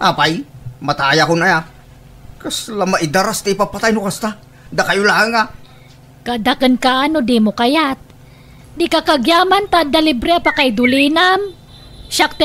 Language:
Iloko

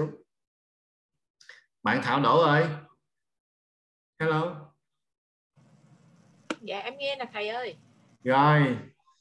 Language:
Vietnamese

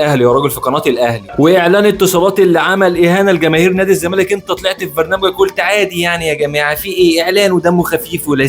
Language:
Egyptian Arabic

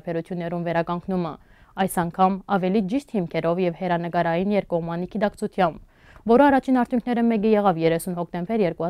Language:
Western Armenian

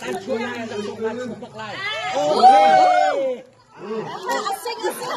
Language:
Hakha Chin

